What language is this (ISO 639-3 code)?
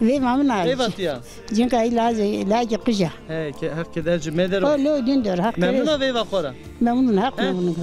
zza